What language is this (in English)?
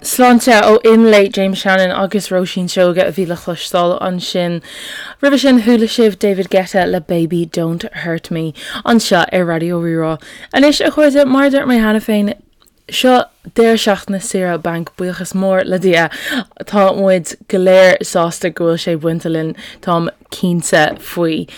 Irish